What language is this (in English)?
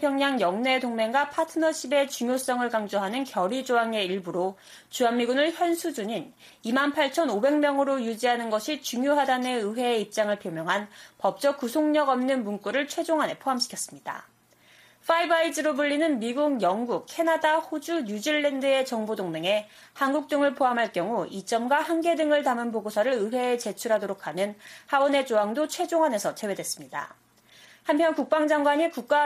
Korean